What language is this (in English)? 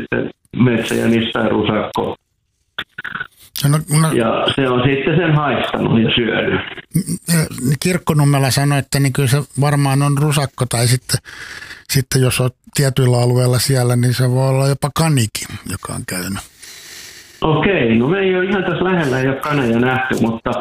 Finnish